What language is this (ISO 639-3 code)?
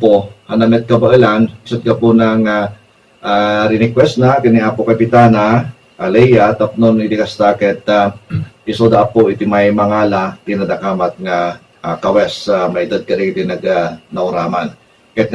ilo